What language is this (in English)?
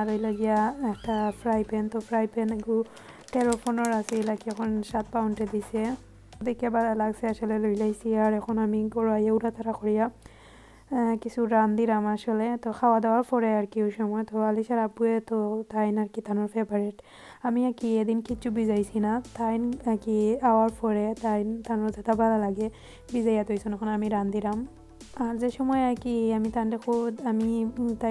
Sylheti